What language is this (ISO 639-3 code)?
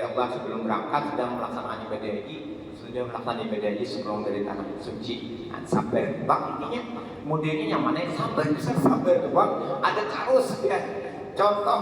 bjn